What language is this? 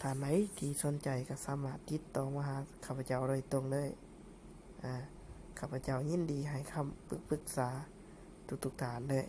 Lao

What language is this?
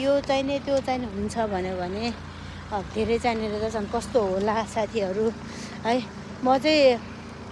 Nepali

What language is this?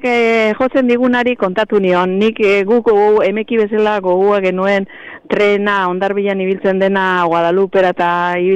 Basque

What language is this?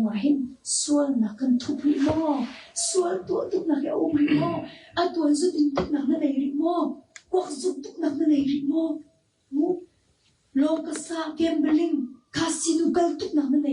Hakha Chin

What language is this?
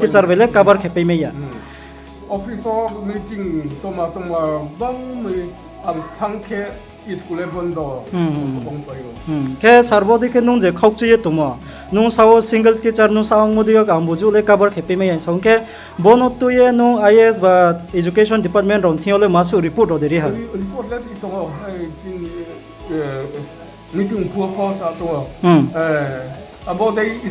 Riang (India)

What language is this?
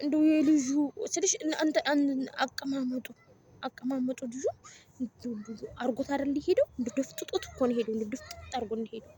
Amharic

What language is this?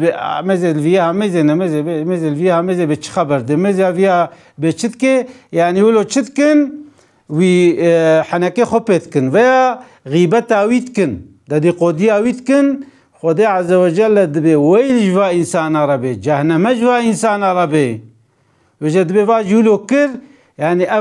Kurdish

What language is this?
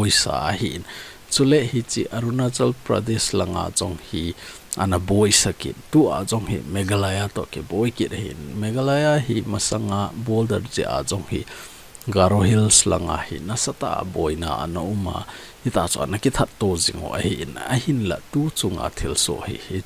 Thado Chin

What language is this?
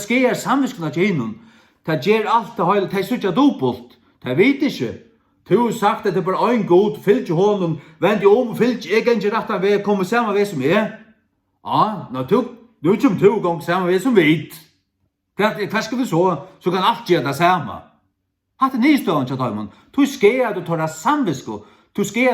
Faroese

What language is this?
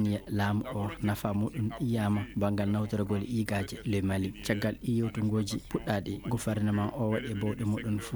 Fula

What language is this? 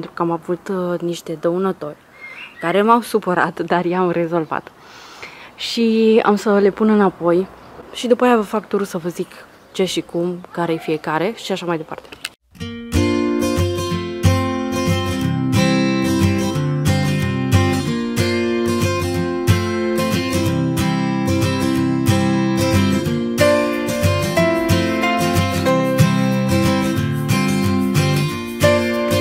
Romanian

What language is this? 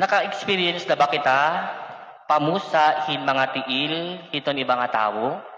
Waray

